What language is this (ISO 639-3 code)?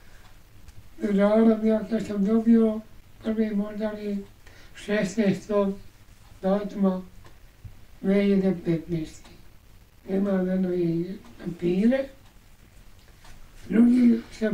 bos